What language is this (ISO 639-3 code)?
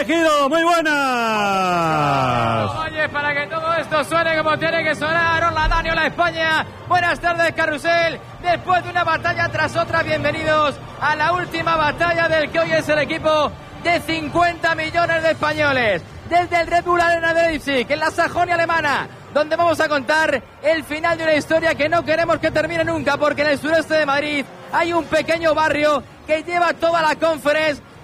spa